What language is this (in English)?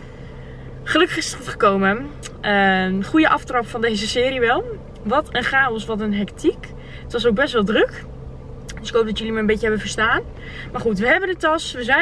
Dutch